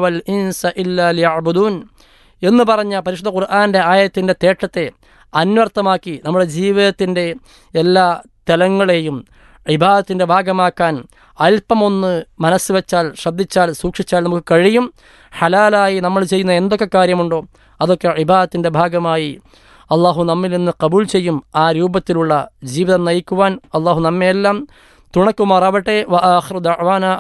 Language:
Malayalam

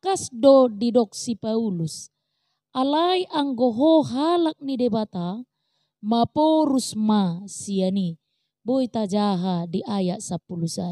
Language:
Batak Toba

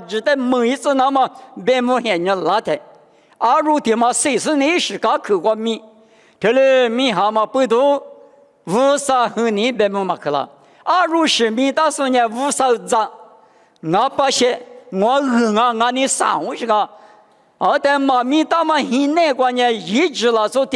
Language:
Lisu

